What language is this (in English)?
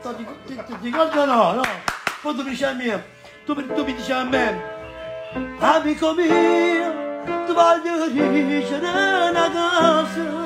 Neapolitan